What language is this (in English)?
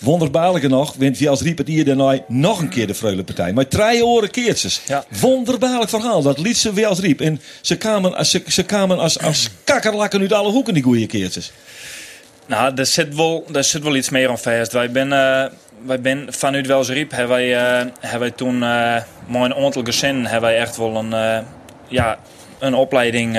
Western Frisian